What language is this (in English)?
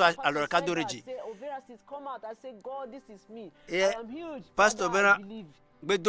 Ewe